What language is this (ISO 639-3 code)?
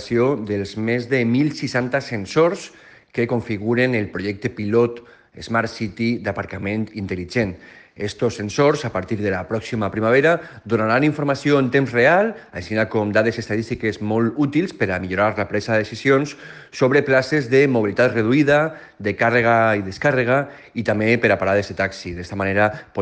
cat